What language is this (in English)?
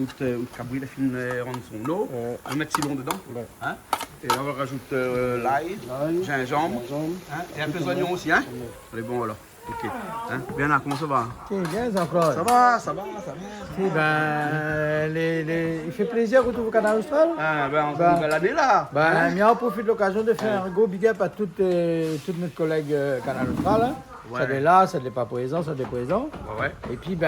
Réunion Creole French